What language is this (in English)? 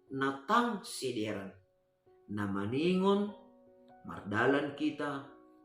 Batak Simalungun